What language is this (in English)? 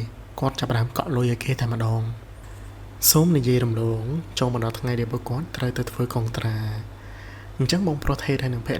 Khmer